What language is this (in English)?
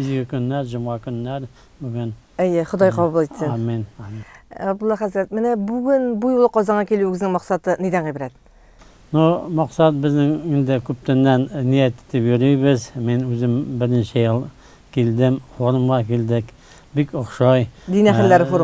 Tatar